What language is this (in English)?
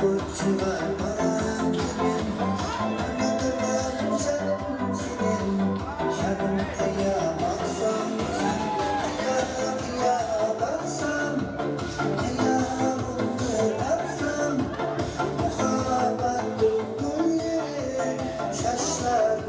Kara-Kalpak